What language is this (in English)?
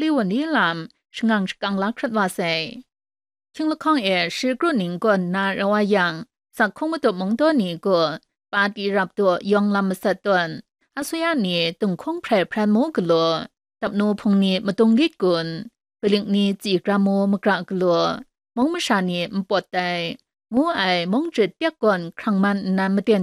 Kachin